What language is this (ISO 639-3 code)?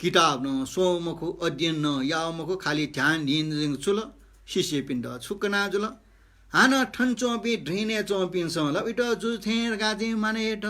new